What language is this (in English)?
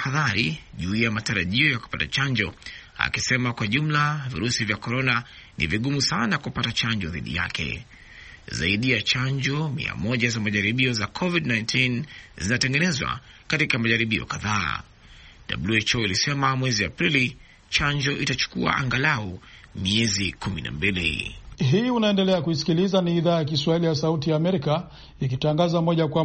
Swahili